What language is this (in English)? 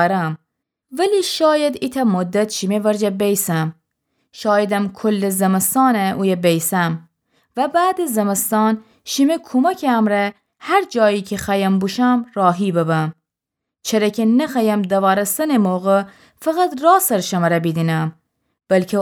Gilaki